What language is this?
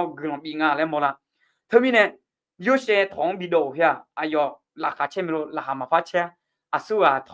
Akha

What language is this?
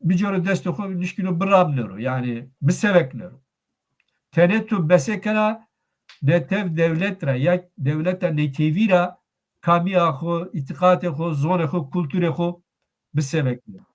Zaza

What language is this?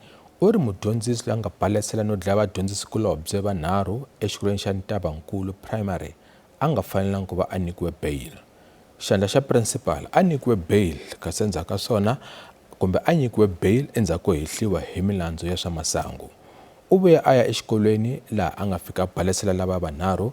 Tsonga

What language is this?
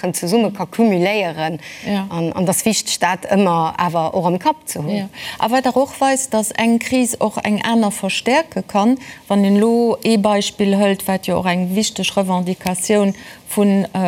Luxembourgish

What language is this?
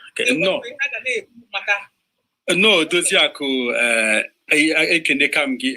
Igbo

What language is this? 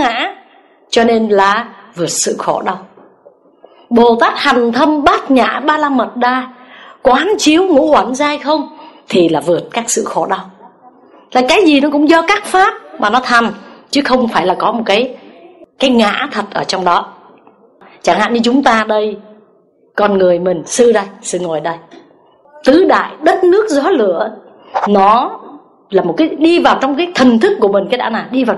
Vietnamese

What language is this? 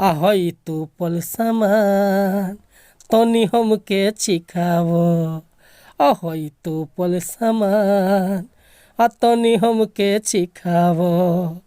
Bhojpuri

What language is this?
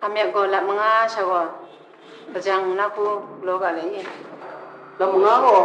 Kachin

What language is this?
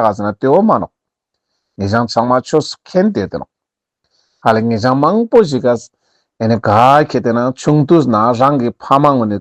Ladakhi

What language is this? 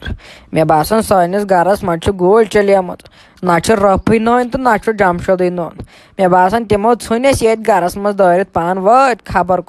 Kashmiri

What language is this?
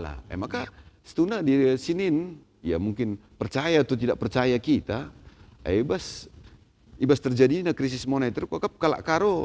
Batak Karo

